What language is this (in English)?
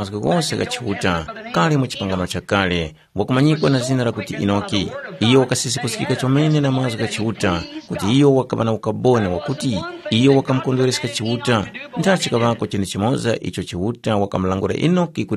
Tumbuka